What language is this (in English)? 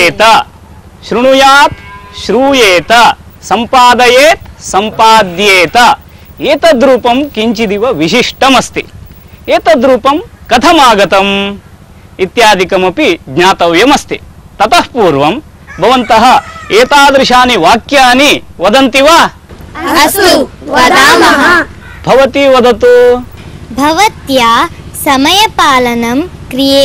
Sanskrit